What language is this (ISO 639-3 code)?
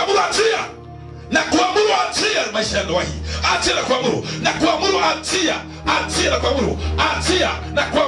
swa